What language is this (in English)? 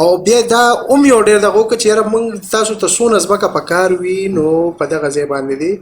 Pashto